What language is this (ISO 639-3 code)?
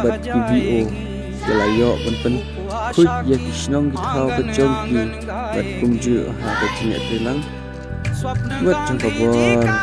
kha